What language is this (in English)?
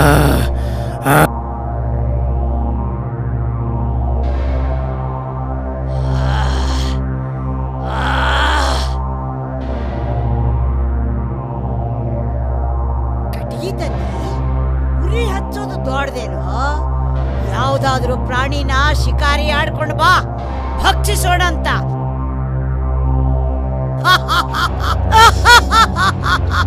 Kannada